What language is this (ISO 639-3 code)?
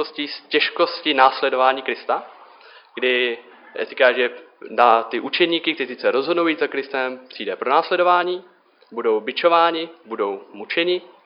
ces